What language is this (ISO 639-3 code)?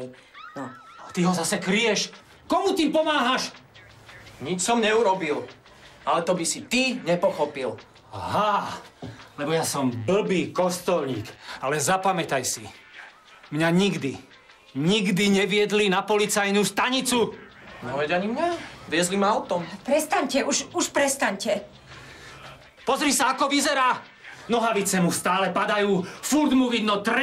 slk